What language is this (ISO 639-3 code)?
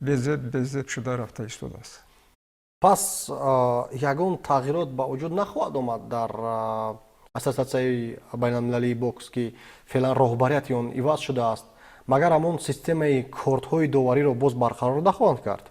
tgk